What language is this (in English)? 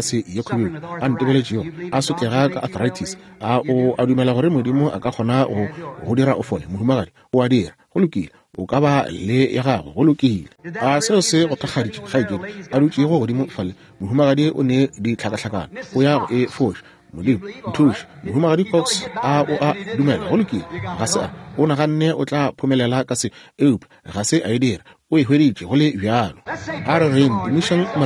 Northern Sotho